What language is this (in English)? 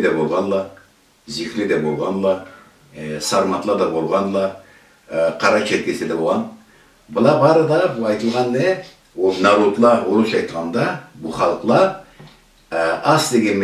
Karachay-Balkar